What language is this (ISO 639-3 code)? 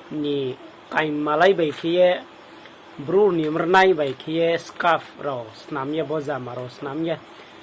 ria